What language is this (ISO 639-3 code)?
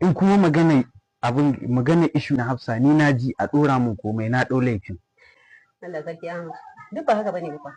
hau